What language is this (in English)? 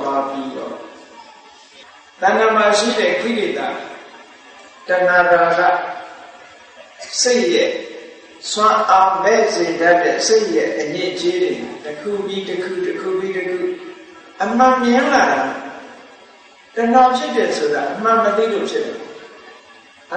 Burmese